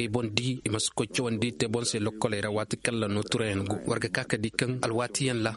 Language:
Koyraboro Senni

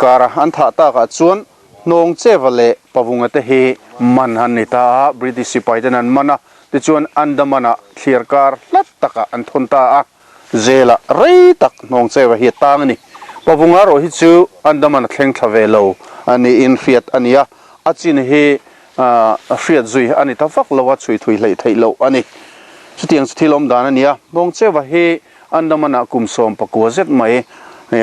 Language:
Mizo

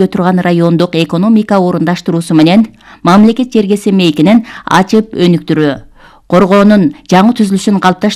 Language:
Kyrgyz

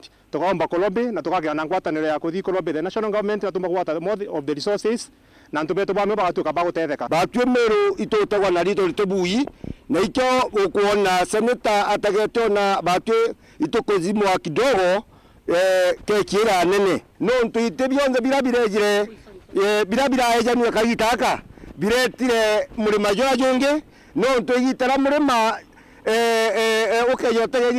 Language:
Meru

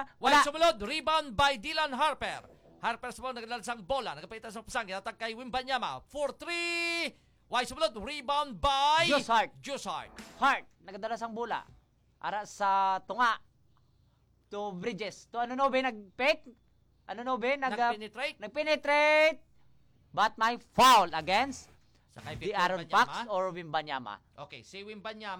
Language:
Hiligaynon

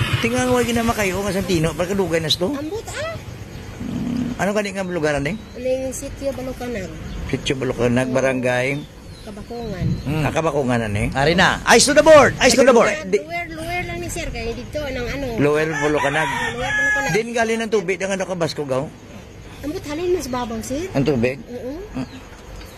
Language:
Hiligaynon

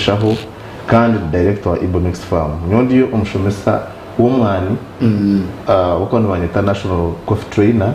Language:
Nyankole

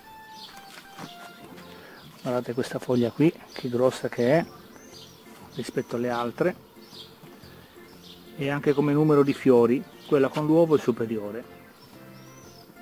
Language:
Italian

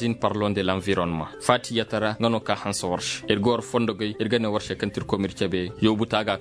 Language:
Koyraboro Senni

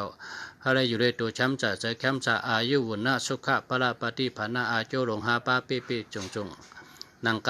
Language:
Shan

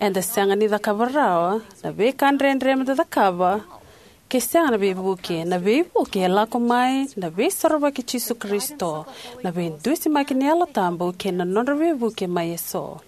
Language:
Fijian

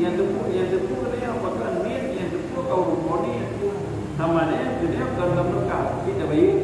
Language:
Achinese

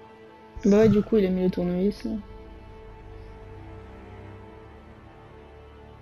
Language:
French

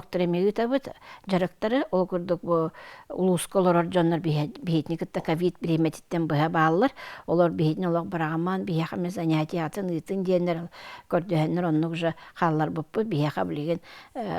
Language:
Yakut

